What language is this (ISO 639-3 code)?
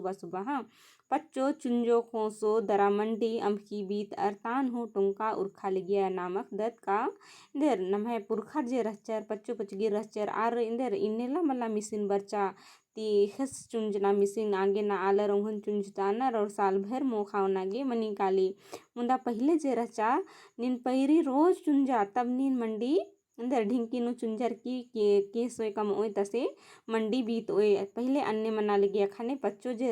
kru